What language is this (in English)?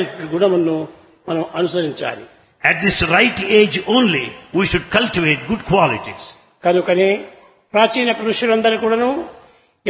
Telugu